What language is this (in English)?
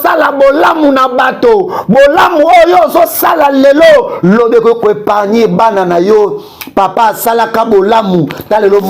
Lingala